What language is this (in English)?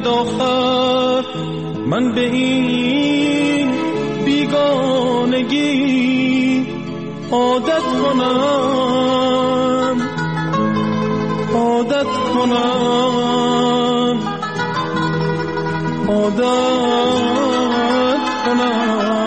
Persian